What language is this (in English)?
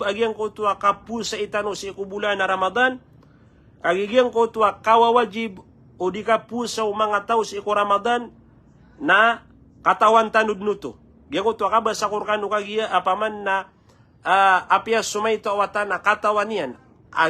Maranao